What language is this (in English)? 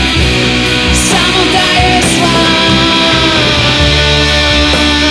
Slovak